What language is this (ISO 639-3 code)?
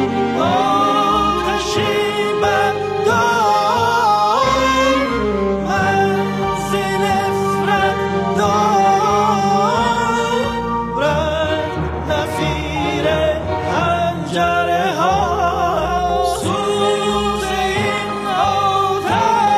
fas